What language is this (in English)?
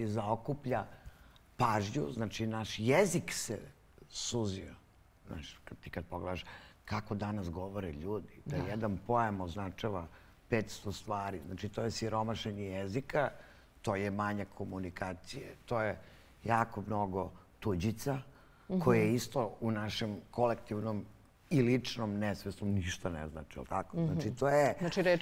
Serbian